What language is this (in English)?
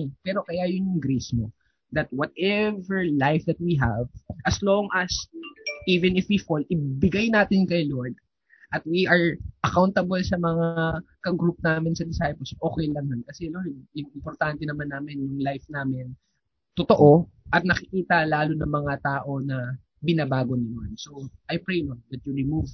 Filipino